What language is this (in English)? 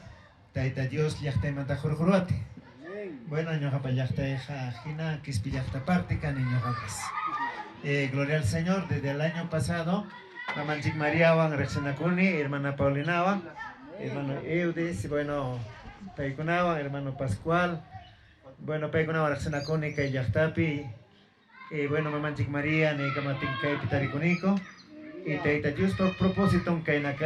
Ayacucho Quechua